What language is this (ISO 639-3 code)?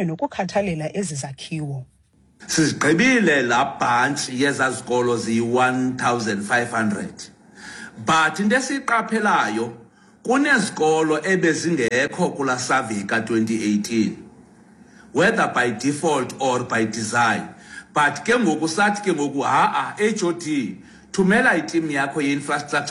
xho